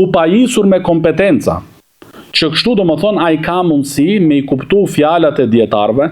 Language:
Albanian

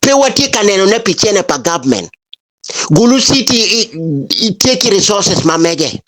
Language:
Acoli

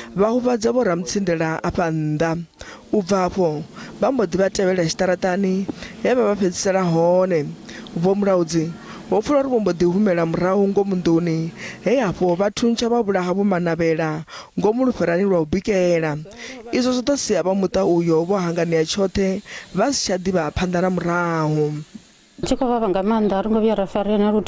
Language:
Venda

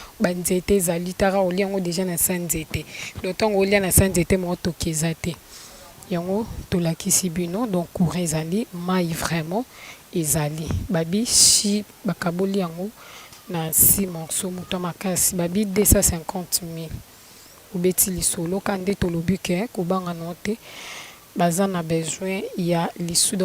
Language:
Lingala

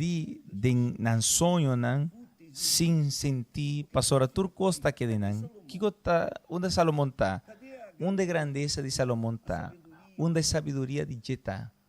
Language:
Papiamento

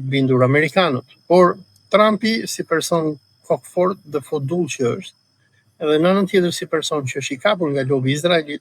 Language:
Albanian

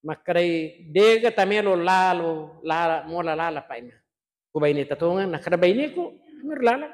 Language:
Buginese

